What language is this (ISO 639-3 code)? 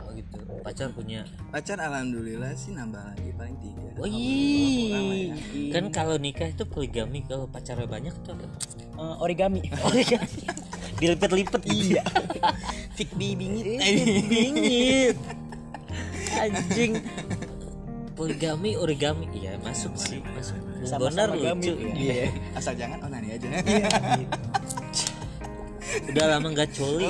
ind